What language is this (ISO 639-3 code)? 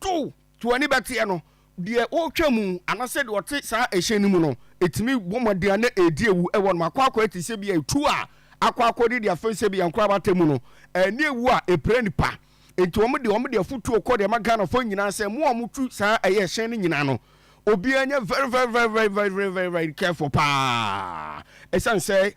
aka